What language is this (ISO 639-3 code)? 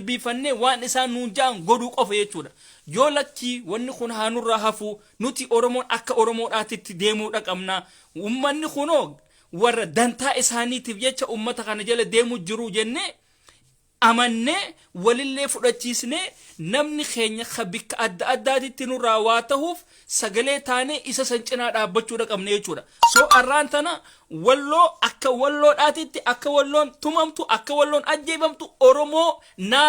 orm